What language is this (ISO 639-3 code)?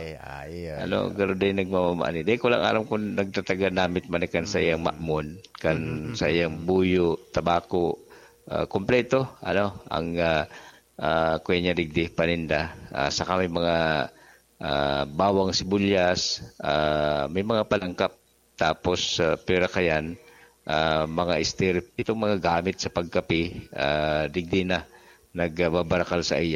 bik